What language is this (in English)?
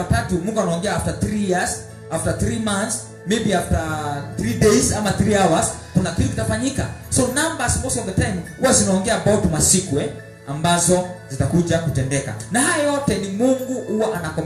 Swahili